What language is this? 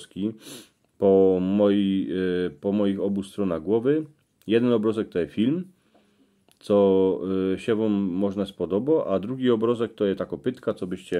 Silesian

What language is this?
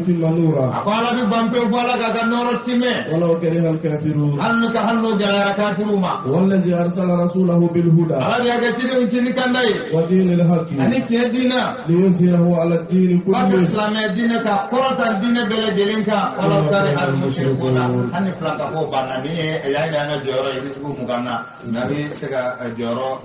Bambara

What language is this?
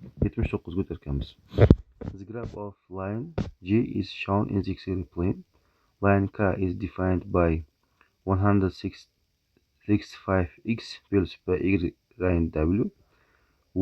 Uzbek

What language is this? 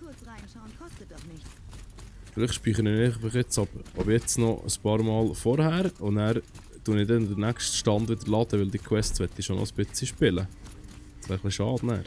Swiss German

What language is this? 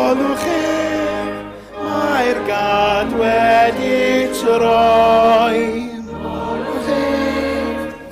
Welsh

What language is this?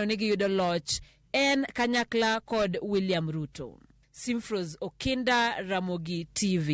Luo (Kenya and Tanzania)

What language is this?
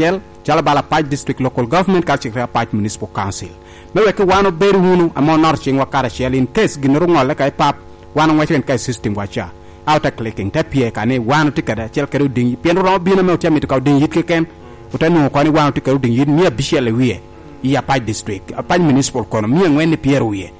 Lango (Uganda)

